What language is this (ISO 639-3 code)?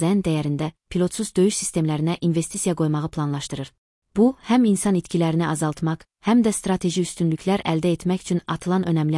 aze